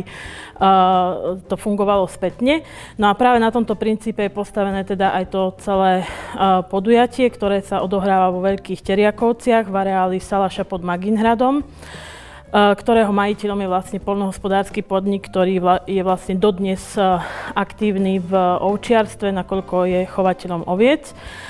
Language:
Slovak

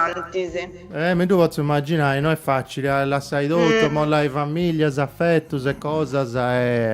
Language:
Sardinian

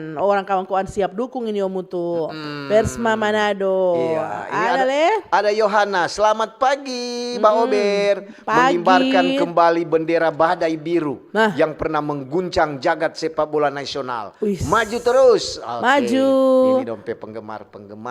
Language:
Manado Malay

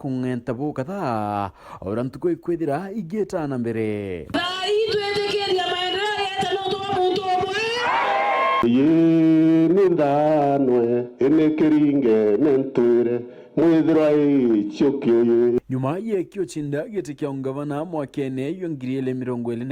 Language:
Meru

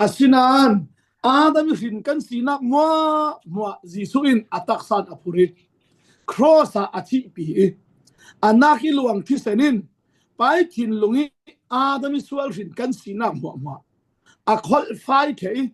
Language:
Falam Chin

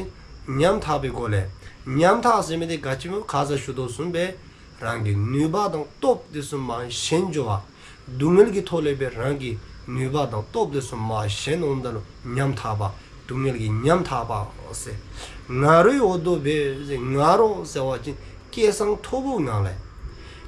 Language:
Dzongkha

